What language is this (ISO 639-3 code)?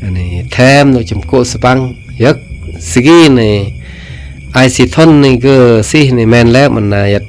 kjg